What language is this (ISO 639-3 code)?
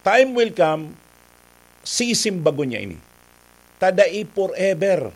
bik